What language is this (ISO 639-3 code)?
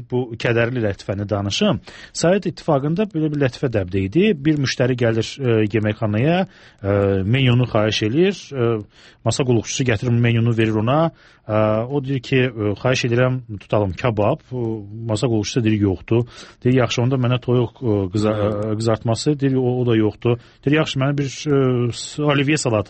aze